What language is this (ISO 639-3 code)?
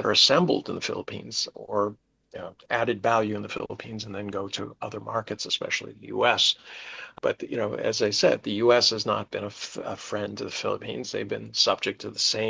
eng